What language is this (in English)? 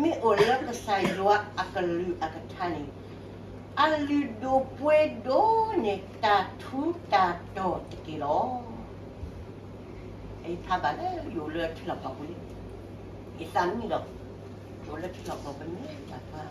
S'gaw Karen